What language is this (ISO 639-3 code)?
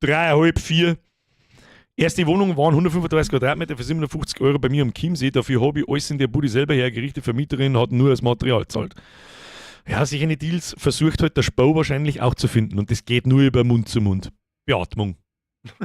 bar